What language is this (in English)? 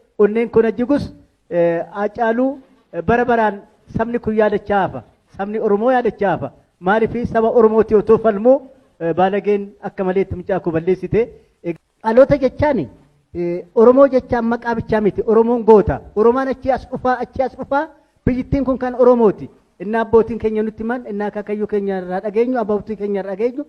Oromo